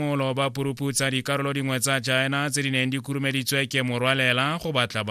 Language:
Tswana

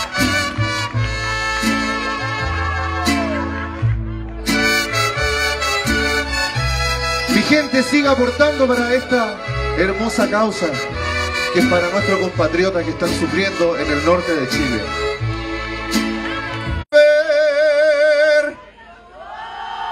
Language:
Spanish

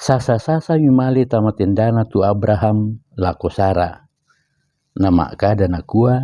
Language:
Toraja-Sa'dan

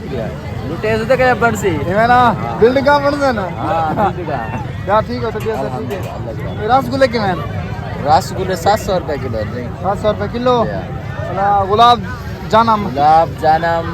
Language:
Saraiki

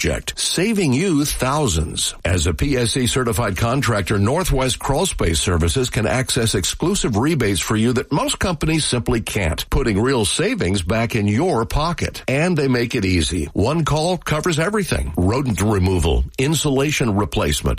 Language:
English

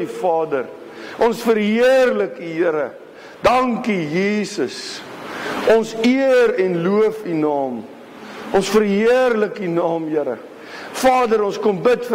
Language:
Afrikaans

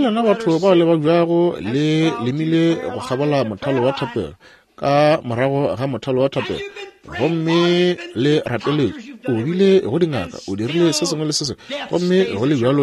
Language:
Northern Sotho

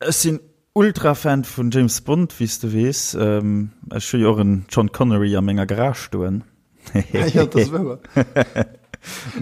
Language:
Luxembourgish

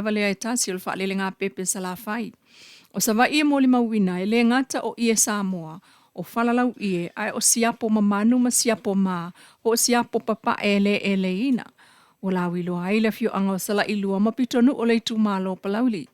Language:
Samoan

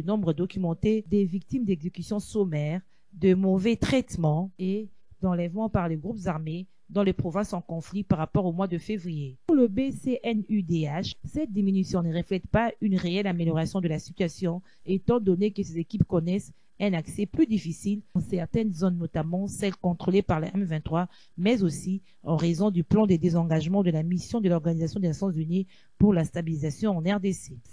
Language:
French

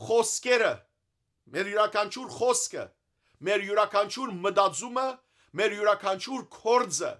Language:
Western Armenian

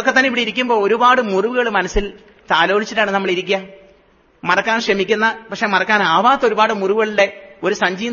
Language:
Malayalam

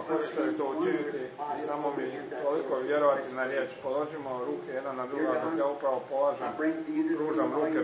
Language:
Croatian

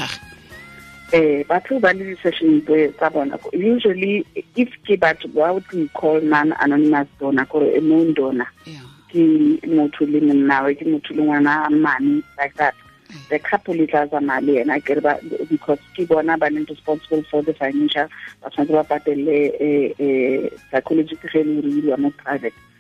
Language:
Tswana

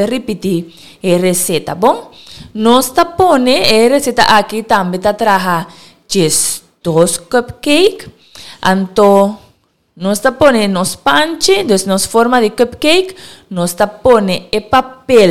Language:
Papiamento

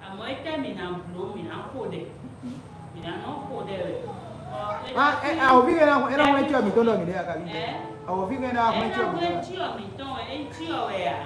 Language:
Fon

